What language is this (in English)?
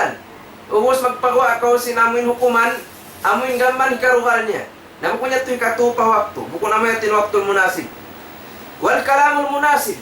Tausug